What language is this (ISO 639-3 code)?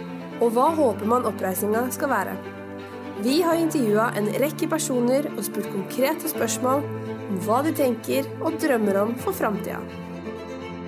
nor